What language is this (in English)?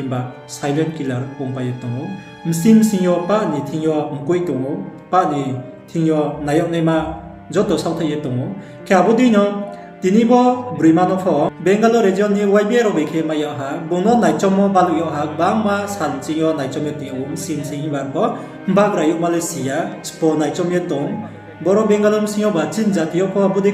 Riang (India)